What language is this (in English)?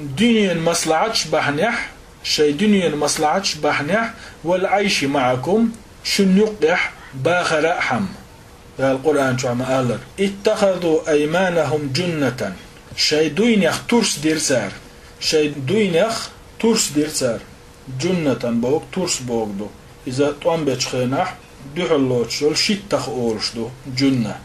Chechen